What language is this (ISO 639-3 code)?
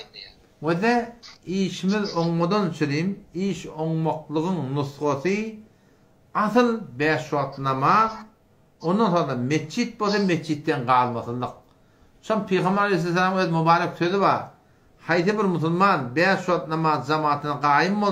tuk